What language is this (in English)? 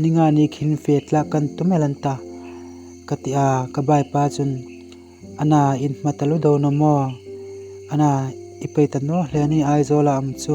Hmar